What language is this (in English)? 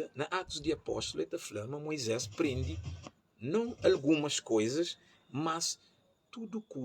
Kabuverdianu